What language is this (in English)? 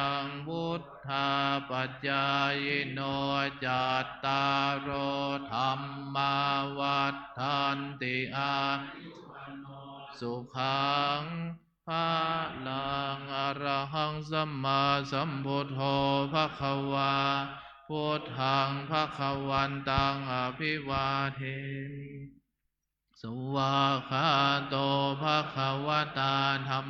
Pali